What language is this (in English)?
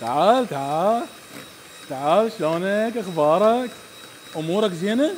Mesopotamian Arabic